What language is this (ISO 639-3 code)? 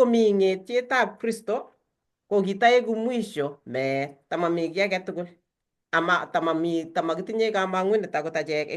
kln